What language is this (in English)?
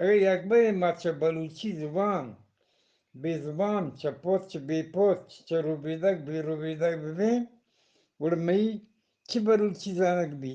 Eastern Balochi